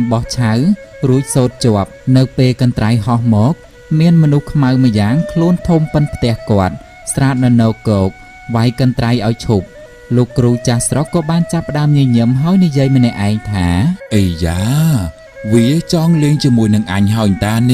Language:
Khmer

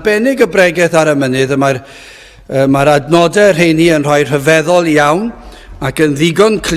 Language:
Welsh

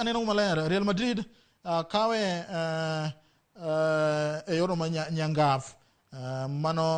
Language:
Luo (Kenya and Tanzania)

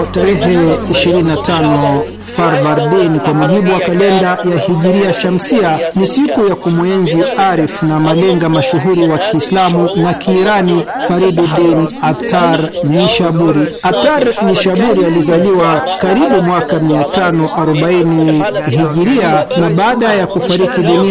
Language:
Swahili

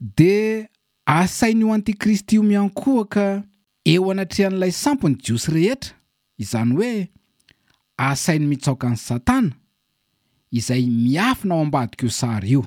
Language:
Malagasy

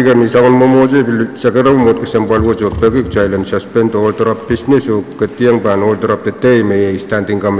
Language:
Pohnpeian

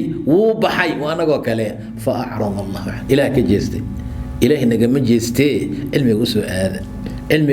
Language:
Somali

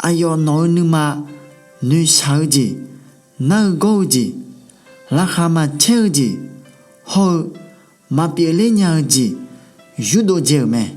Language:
Akha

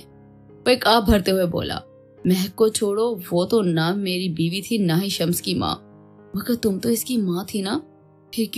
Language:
Urdu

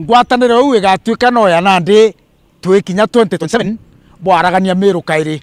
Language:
Meru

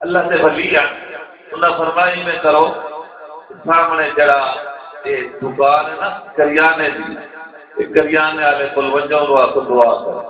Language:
Saraiki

